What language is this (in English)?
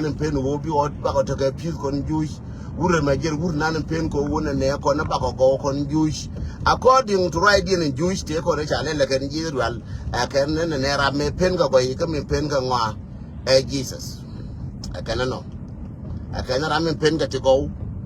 Nuer